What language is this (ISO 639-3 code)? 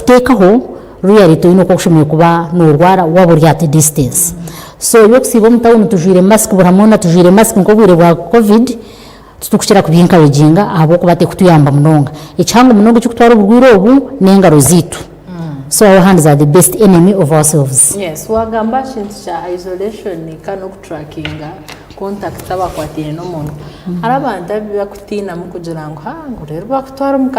nyn